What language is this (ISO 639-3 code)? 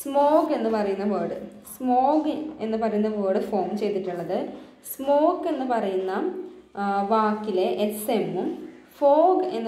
mal